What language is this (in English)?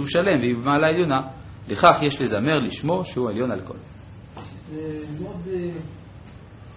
Hebrew